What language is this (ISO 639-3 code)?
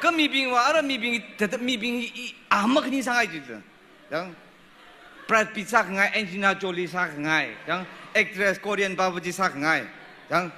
nmf